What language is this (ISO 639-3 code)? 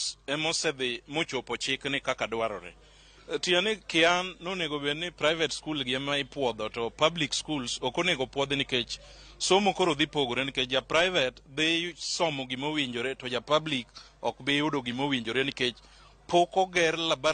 luo